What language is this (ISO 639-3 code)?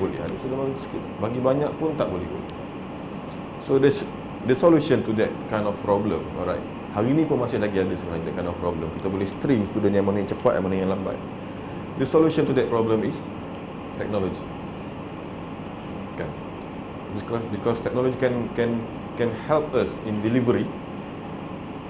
msa